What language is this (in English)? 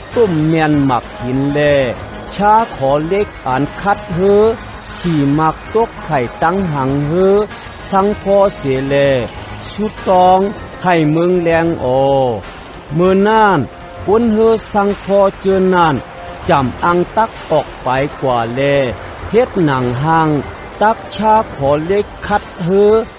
Shan